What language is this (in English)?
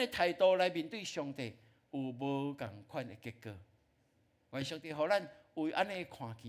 Min Nan Chinese